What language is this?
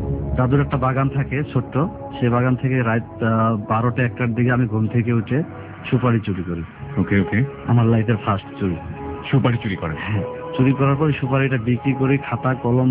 Bangla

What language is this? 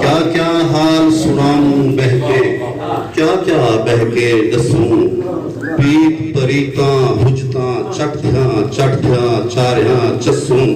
Saraiki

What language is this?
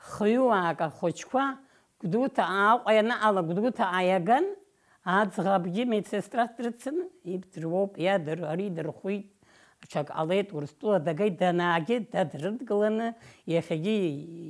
Abkhazian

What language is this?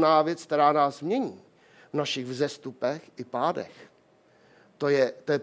Czech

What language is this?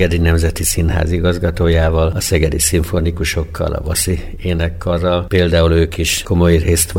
Hungarian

